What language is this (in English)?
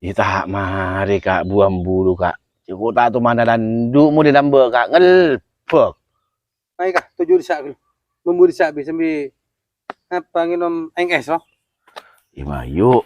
Madurese